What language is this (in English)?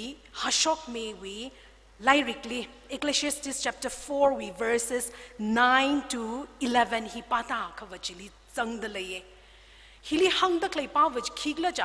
Tangkhul Naga (India)